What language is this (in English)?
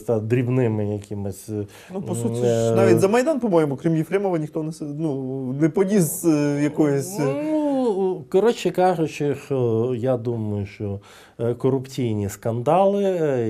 Ukrainian